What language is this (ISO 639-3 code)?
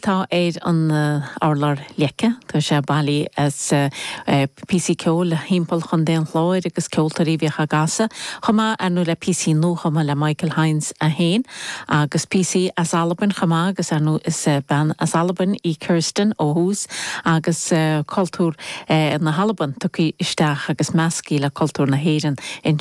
gle